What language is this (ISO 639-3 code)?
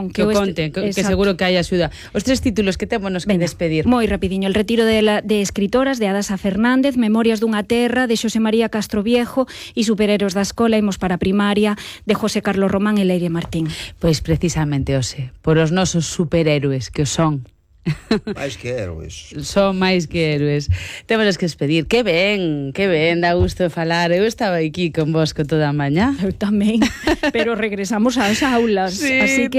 glg